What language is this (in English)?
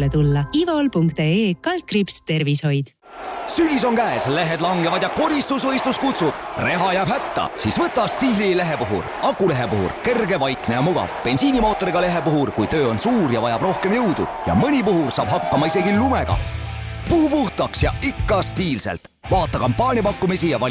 Estonian